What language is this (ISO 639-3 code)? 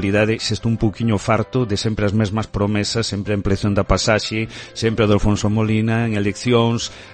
glg